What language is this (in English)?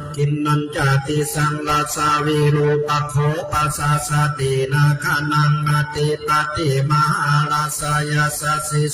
Pali